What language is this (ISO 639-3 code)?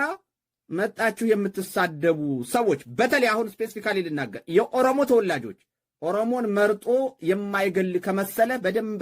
amh